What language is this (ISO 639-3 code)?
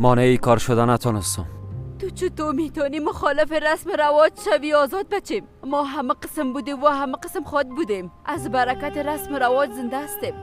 fas